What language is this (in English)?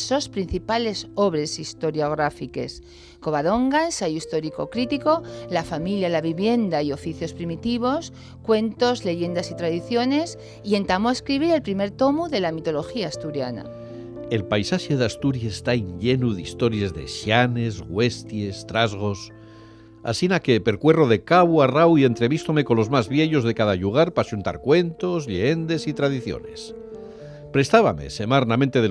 Asturian